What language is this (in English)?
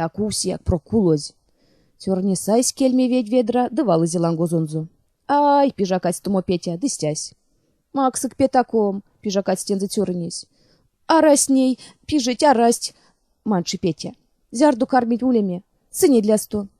Erzya